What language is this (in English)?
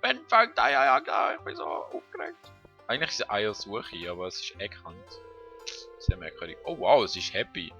Swiss German